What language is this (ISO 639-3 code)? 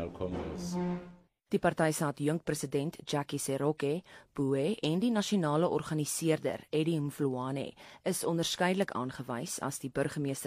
afr